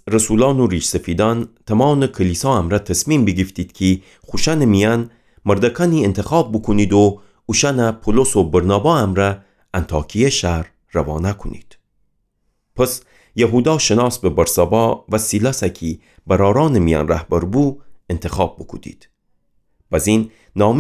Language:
Gilaki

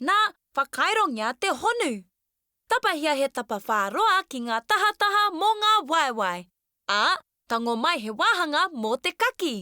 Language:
Māori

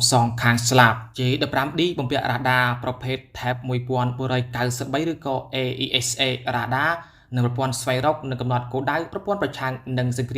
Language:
Khmer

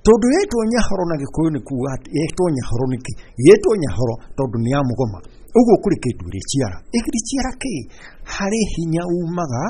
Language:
Kikuyu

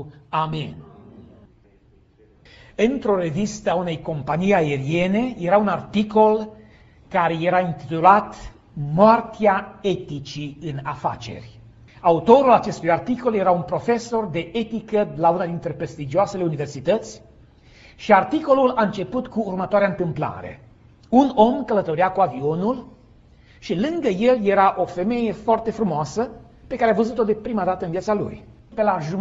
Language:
Romanian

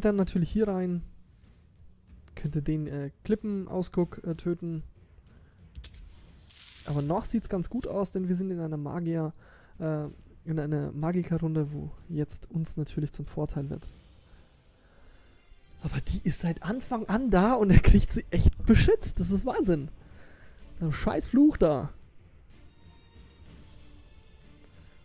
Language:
German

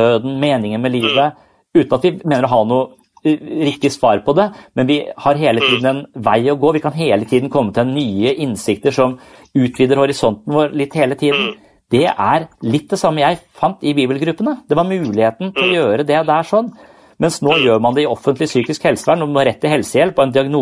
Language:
Norwegian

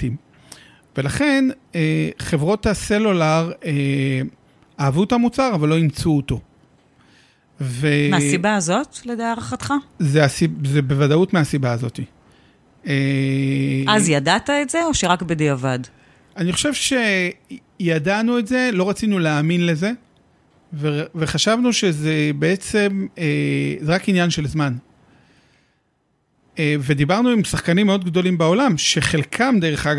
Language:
Hebrew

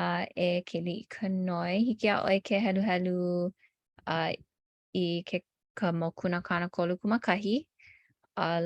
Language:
Hawaiian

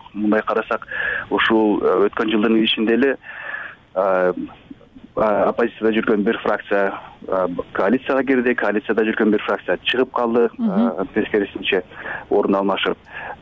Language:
Kyrgyz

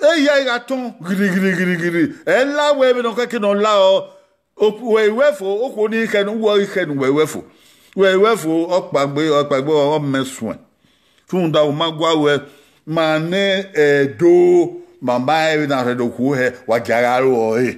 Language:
Bini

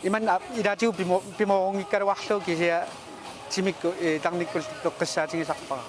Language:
Kalaallisut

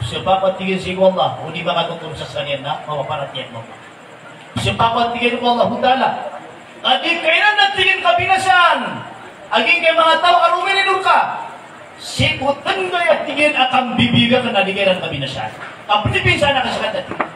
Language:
Maranao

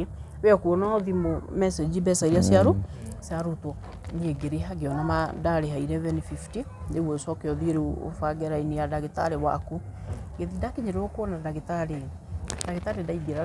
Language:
Kikuyu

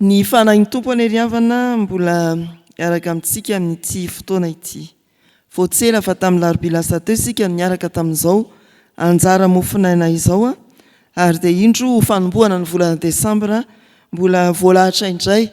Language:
Malagasy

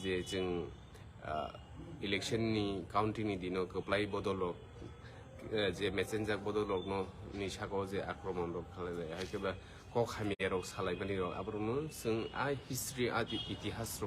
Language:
Kok Borok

